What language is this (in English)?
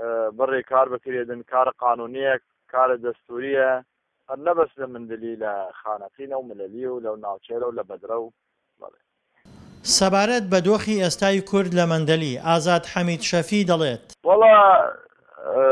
Central Kurdish